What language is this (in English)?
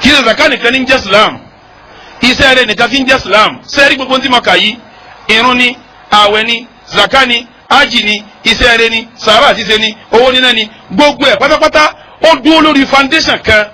Yoruba